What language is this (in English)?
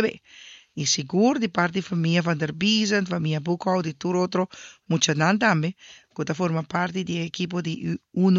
Papiamento